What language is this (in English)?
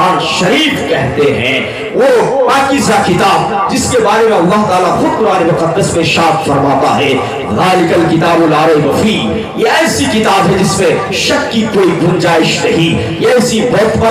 Urdu